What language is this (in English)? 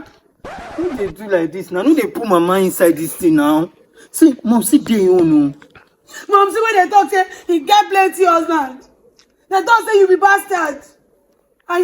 Nigerian Pidgin